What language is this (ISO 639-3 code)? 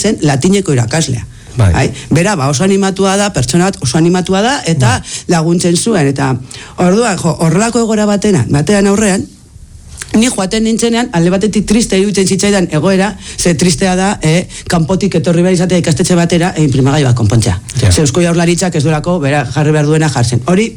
eus